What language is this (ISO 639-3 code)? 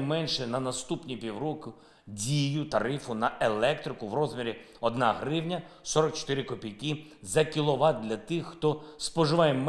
ukr